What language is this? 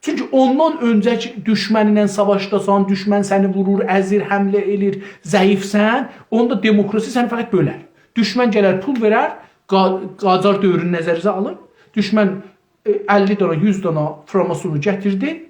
South Azerbaijani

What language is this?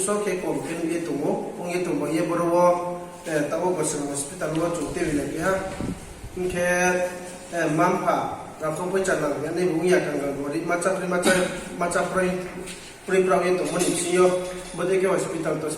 Riang (India)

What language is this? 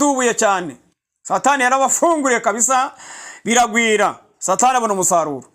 Kinyarwanda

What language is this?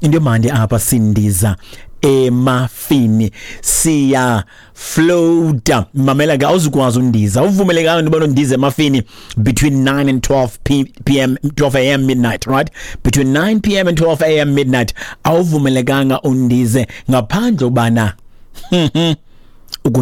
Xhosa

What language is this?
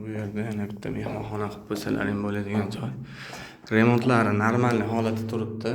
Uzbek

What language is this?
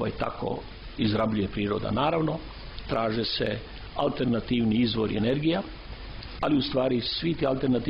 Serbian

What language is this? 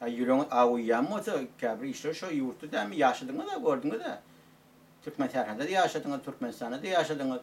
Turkmen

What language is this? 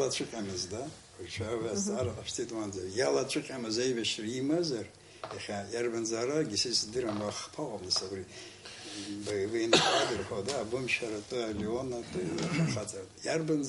Abkhazian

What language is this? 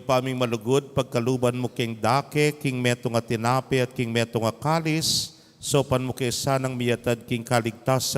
Pampanga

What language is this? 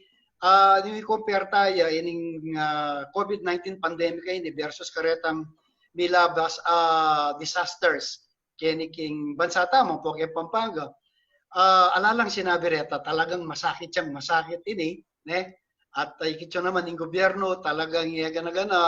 Pampanga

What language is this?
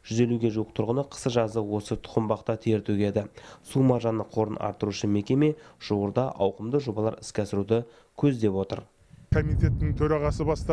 Kazakh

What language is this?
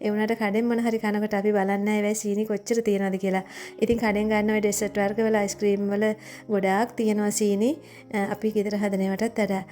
Sinhala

